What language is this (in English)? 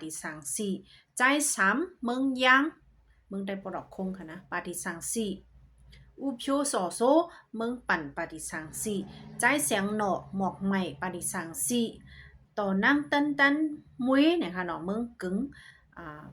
Shan